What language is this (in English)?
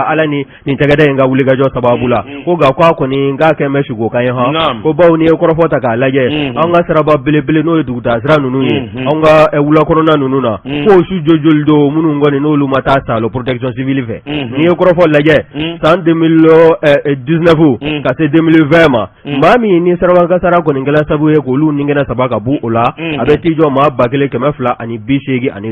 Bambara